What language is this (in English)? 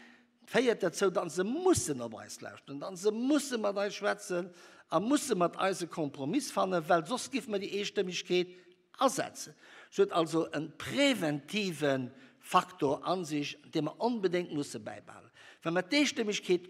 Luxembourgish